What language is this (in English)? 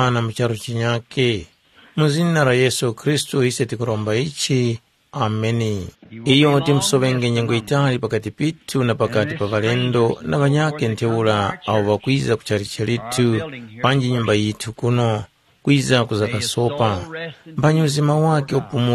Tumbuka